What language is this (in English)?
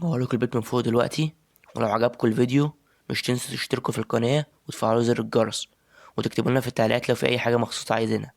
Egyptian Arabic